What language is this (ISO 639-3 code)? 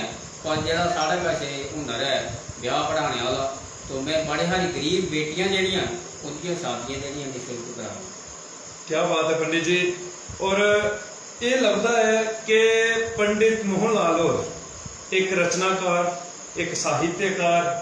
doi